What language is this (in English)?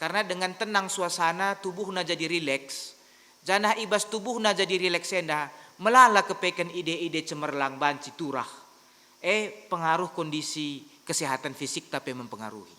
Batak Karo